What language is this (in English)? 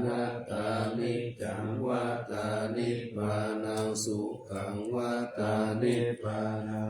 Pali